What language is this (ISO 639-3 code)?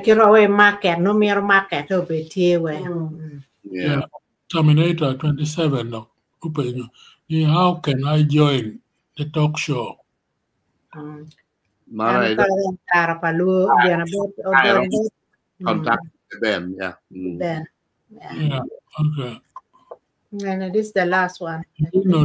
ach